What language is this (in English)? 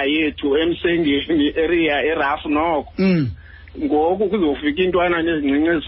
Xhosa